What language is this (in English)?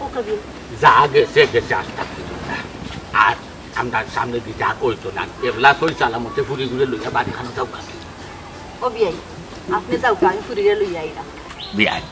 Sylheti